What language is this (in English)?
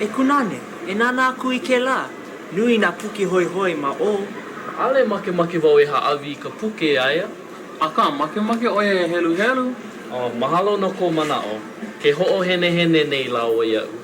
Hawaiian